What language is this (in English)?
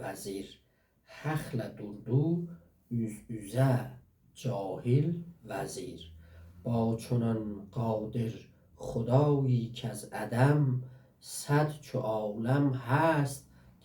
South Azerbaijani